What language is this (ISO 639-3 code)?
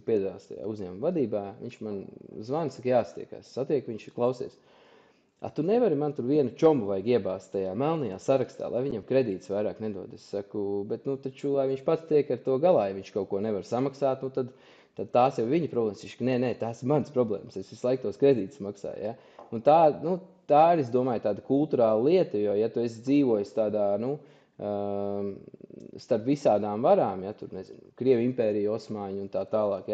lav